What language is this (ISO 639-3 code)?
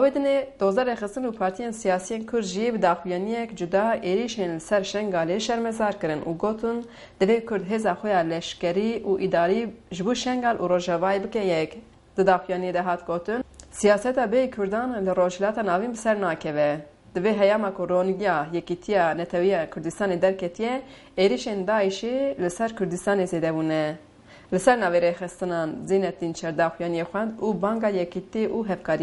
kur